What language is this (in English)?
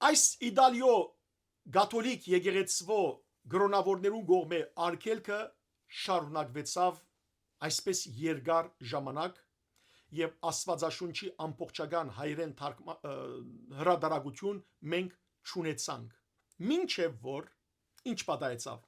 Western Armenian